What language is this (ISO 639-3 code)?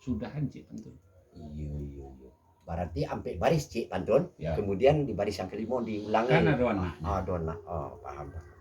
min